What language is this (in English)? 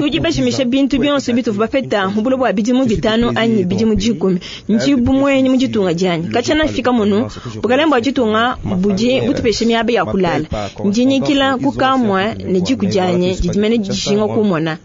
Luba-Lulua